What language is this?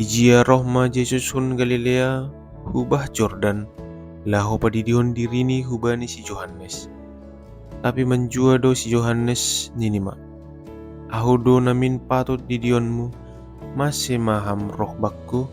Batak Simalungun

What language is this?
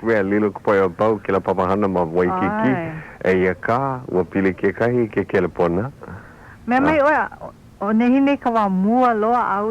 Hawaiian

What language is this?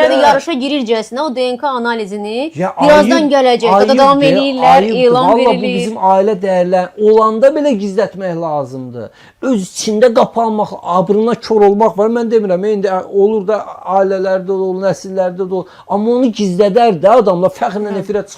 Azerbaijani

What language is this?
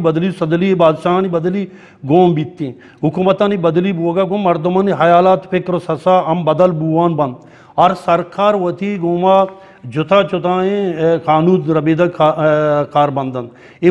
Eastern Balochi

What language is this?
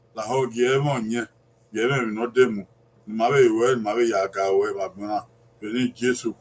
Bini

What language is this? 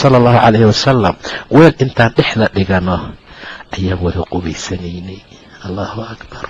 Somali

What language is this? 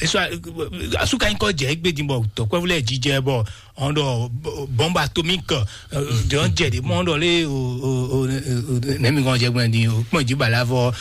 Fon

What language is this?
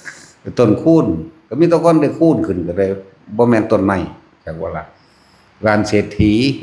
Northeastern Thai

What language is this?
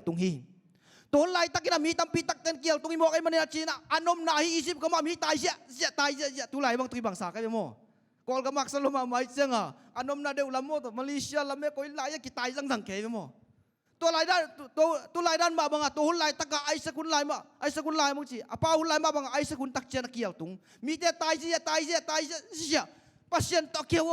Tedim Chin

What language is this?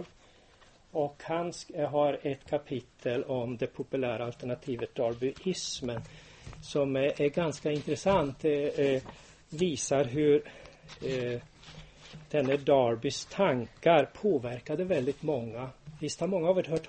Swedish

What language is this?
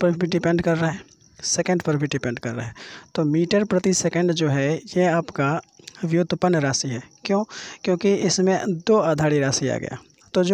Hindi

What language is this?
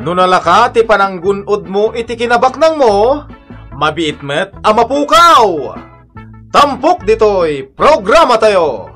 Iloko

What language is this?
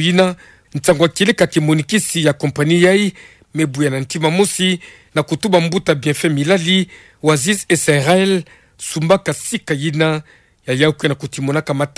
Kituba (Democratic Republic of Congo)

